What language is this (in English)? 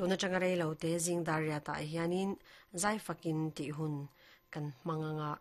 Mizo